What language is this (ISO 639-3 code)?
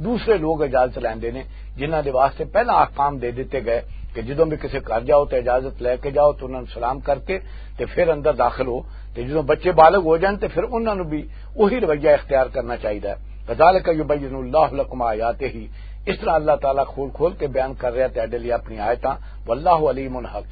lah